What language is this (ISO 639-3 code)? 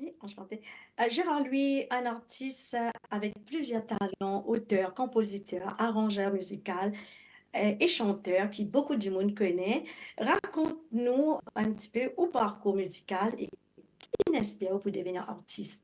mfe